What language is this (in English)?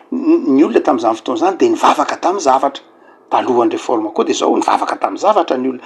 Malagasy